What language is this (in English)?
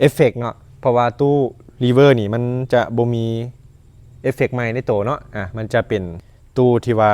Lao